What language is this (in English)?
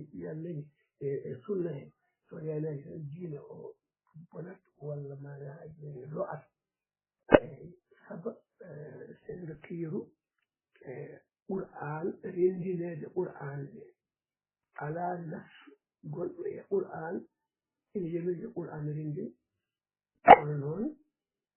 Fula